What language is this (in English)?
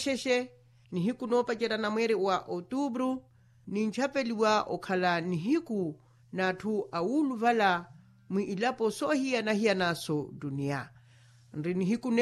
Makhuwa